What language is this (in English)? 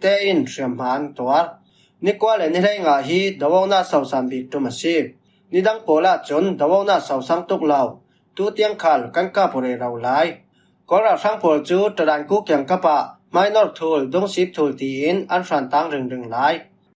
Falam Chin